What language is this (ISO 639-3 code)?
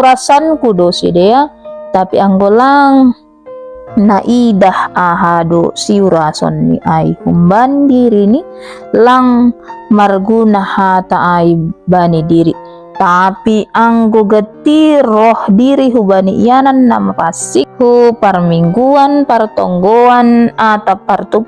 bts